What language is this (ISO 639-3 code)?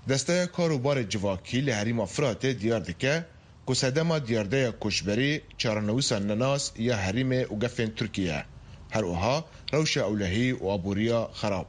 kur